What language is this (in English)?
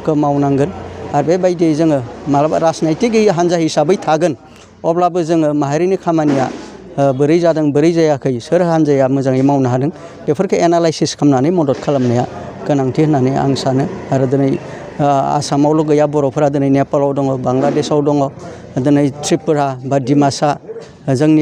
Bodo